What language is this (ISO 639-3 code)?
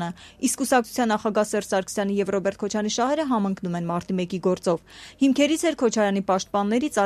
hye